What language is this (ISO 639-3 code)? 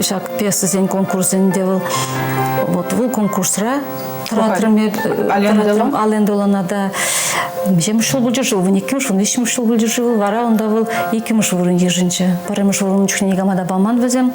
chv